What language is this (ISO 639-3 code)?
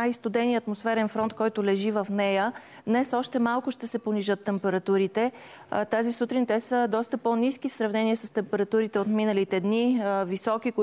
bul